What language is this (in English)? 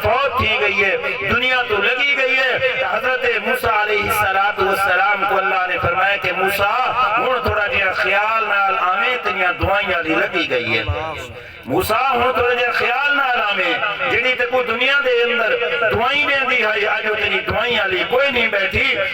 Saraiki